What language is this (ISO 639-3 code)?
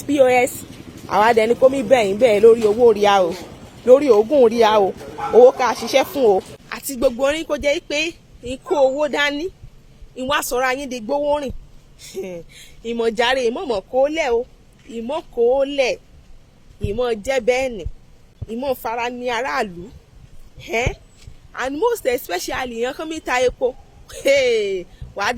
yor